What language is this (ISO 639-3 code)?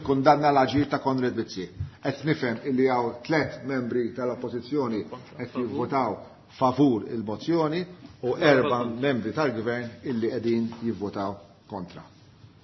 mlt